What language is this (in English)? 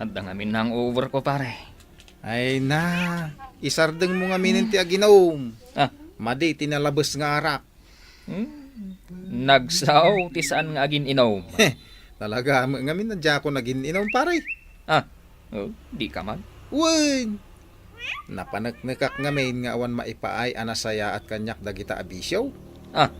Iloko